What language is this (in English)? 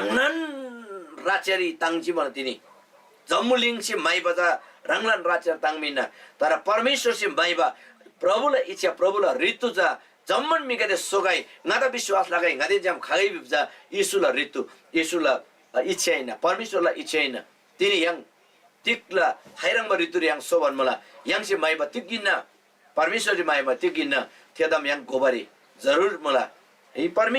Eastern Tamang